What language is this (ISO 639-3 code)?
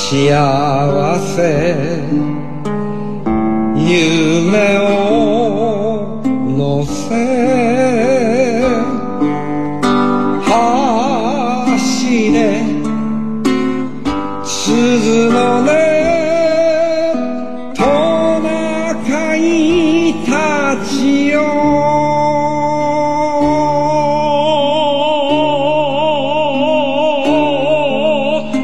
jpn